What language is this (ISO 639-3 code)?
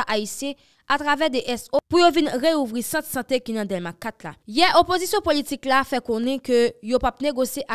hat